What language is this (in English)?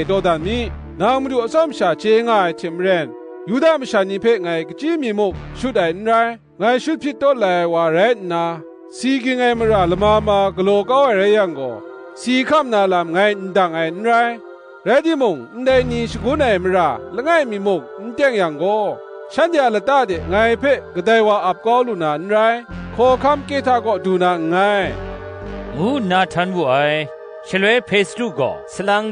Kachin